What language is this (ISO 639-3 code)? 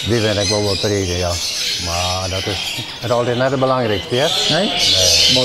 fry